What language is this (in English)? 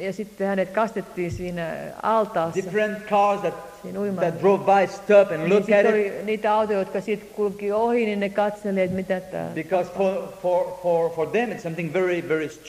Finnish